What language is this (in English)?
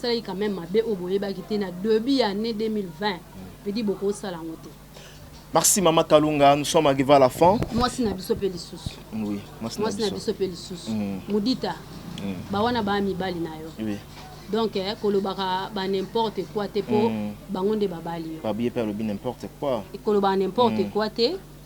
Lingala